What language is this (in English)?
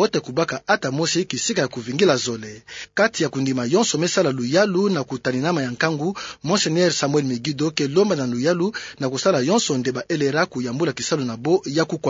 Kituba (Democratic Republic of Congo)